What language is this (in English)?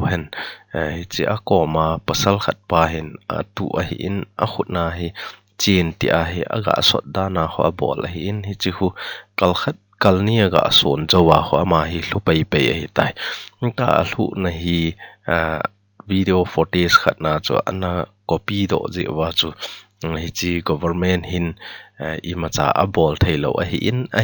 Thado Chin